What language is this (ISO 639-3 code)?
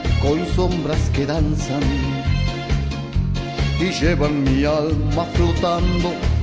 spa